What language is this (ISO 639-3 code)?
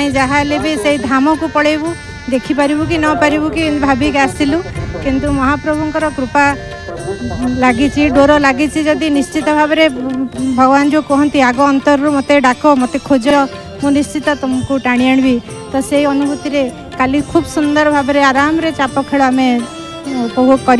ori